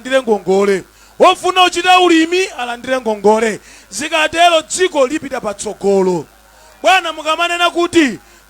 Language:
Nyanja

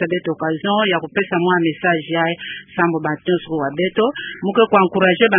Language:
Kituba (Democratic Republic of Congo)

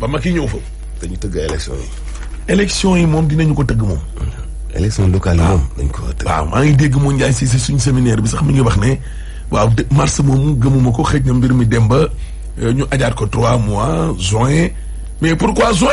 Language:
Wolof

